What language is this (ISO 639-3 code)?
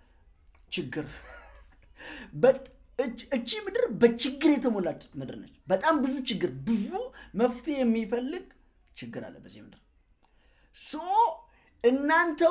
amh